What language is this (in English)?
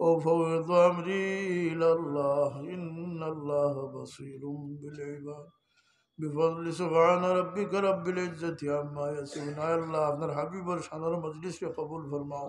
Sylheti